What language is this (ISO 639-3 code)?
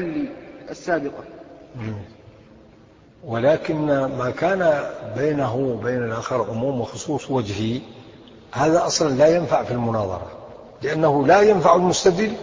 ara